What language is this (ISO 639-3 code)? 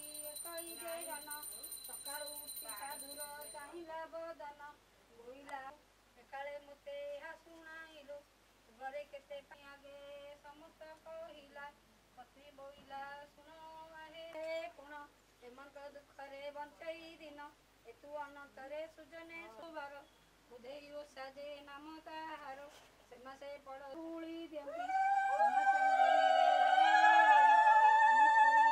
ori